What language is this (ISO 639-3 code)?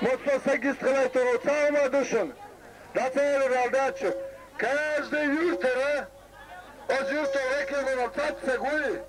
che